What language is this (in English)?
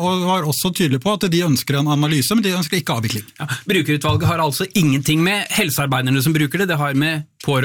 Norwegian